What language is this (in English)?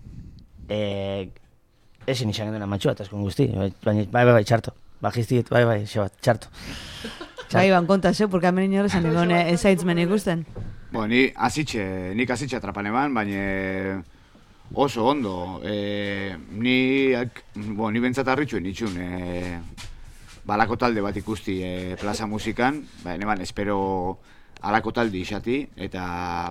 Basque